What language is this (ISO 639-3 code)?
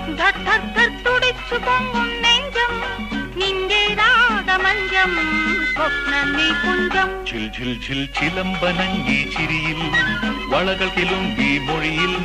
mal